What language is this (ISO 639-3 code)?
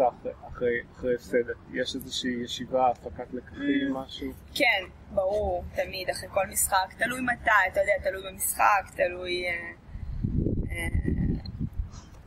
heb